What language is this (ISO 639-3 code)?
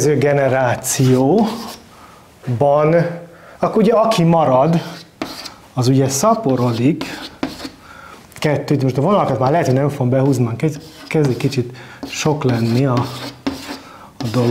hun